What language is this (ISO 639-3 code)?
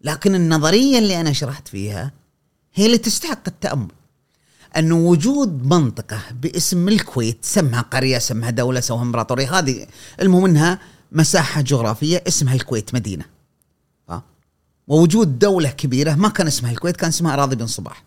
afb